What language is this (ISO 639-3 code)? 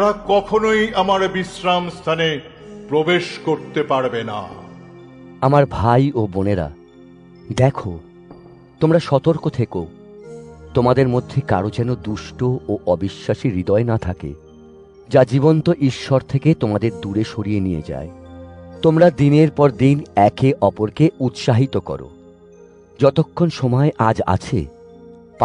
ben